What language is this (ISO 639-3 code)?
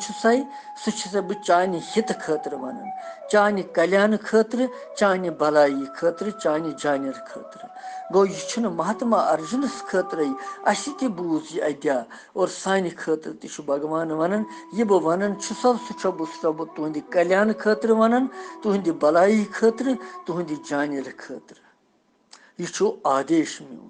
kas